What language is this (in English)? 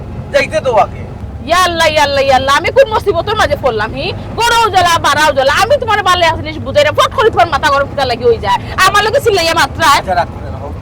Sylheti